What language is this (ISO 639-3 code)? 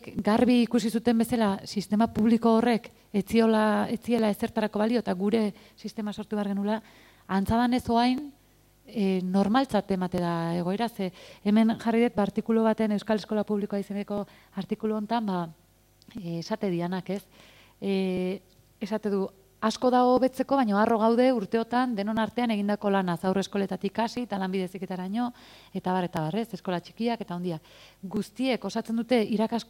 eus